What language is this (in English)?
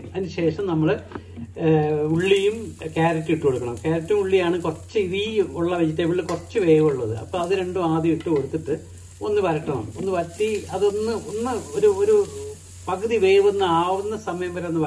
Malayalam